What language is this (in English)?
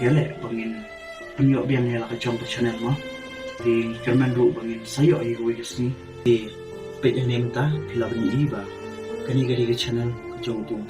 Khasi